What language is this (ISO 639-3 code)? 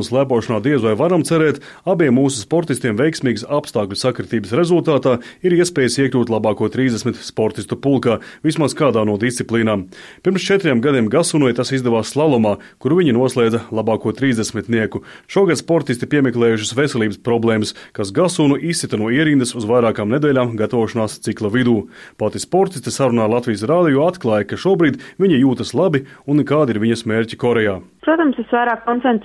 lav